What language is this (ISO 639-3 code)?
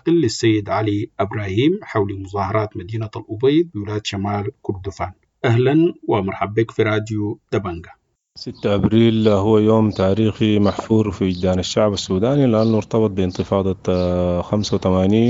apd